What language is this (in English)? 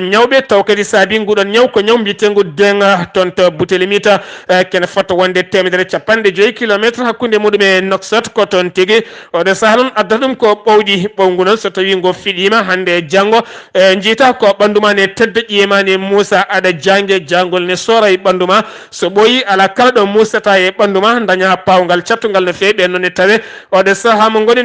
Fula